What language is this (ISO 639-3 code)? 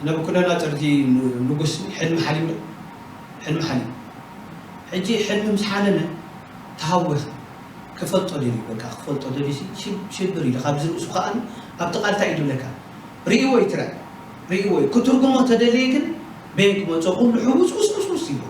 tir